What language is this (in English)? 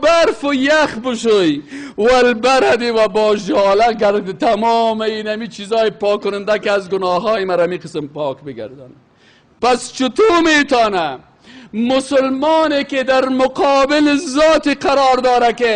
Persian